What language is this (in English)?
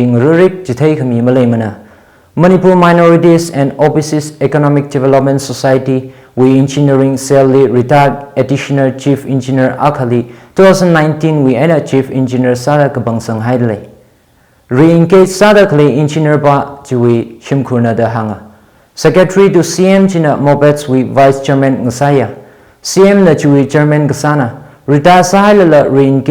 Tangkhul Naga (India)